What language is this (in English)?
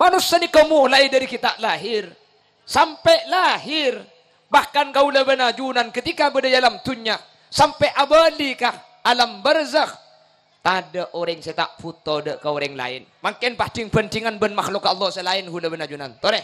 Madurese